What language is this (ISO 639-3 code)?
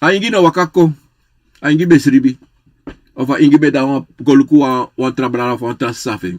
srn